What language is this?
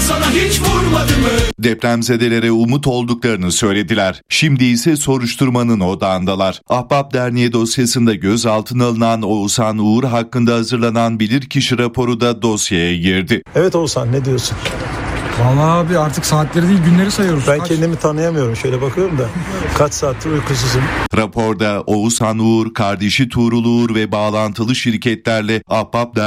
Turkish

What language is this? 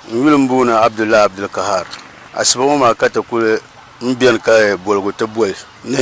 Dagbani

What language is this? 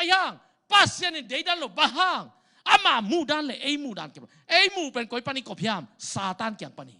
Tedim Chin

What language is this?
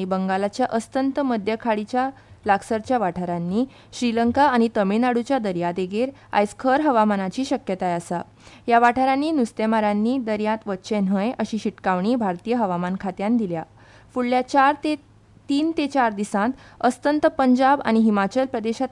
Konkani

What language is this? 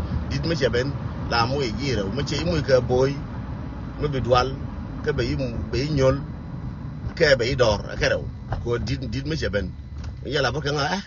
Nuer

